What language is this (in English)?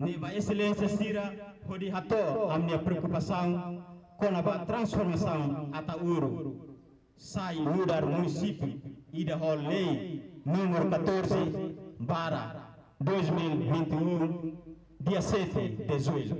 Tetum